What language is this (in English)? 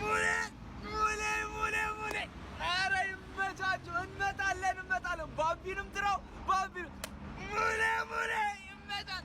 Amharic